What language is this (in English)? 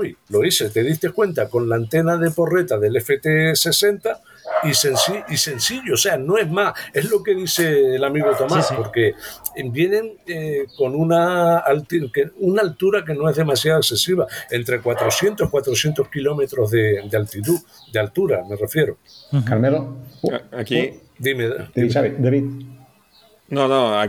Spanish